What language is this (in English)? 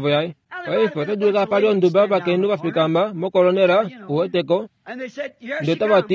Kuanyama